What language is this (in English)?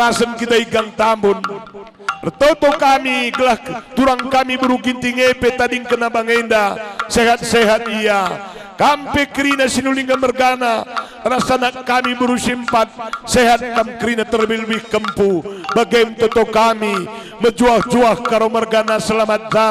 Batak Karo